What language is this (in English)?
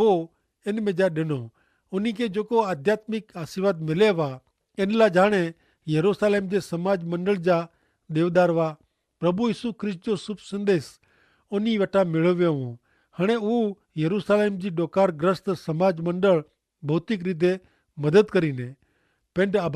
Kachhi